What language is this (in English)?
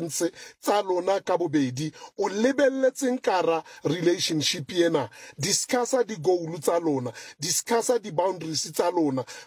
Southern Sotho